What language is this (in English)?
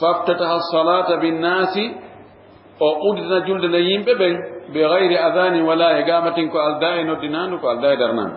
Fula